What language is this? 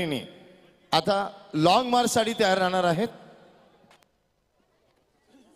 Marathi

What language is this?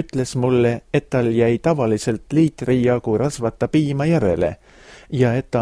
Estonian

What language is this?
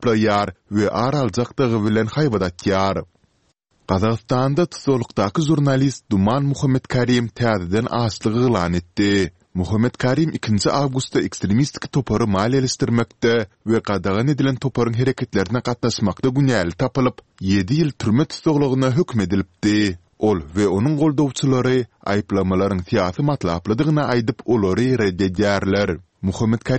Turkmen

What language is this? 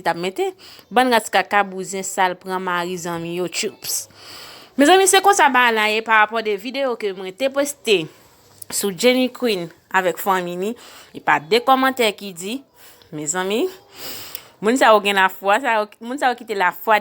Haitian Creole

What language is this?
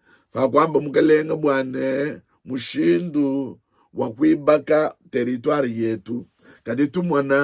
Luba-Lulua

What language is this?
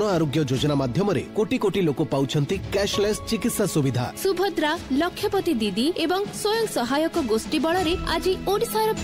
Odia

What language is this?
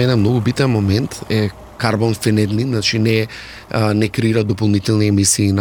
Macedonian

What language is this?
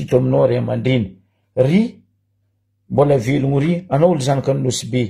Malagasy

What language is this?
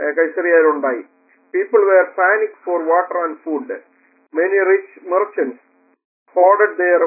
Malayalam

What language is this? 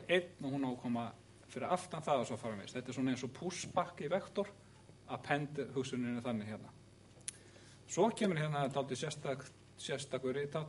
Icelandic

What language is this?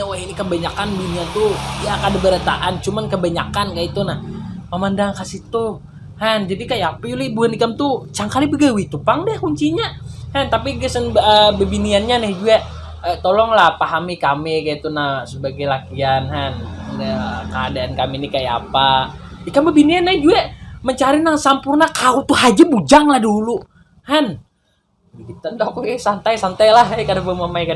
Banjar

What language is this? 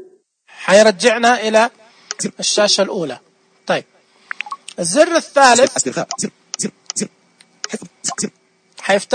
Najdi Arabic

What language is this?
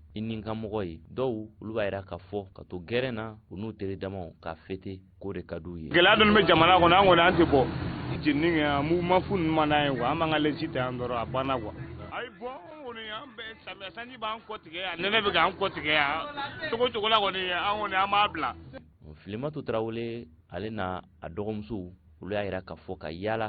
Bambara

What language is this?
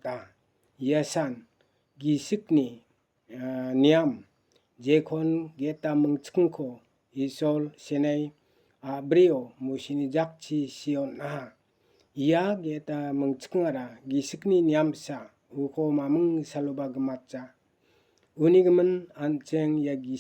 Garo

